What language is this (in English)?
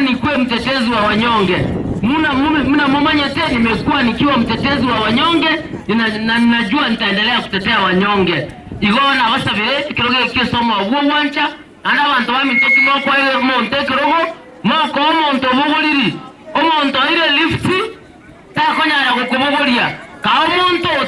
Gusii